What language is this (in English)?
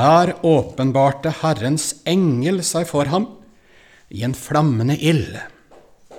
Norwegian